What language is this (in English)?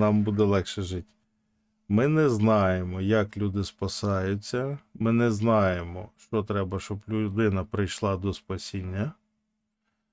Ukrainian